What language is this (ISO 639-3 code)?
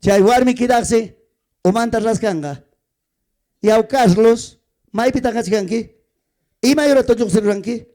quy